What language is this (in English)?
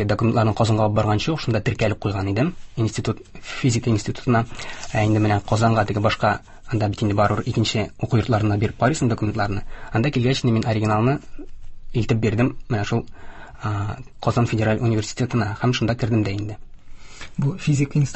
Tatar